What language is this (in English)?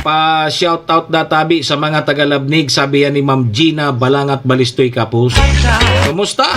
Bikol